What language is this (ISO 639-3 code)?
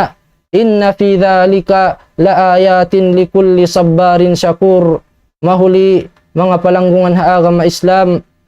tsg